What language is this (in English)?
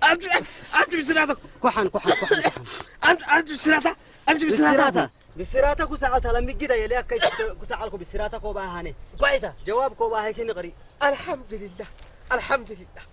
Saho